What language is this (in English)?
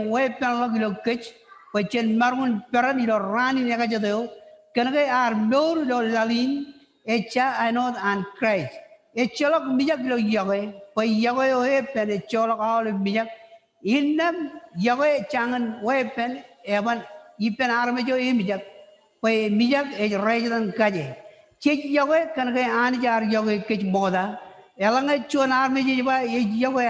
Marshallese